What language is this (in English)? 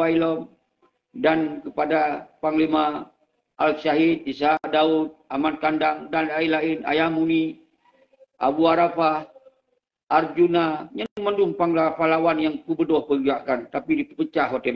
Achinese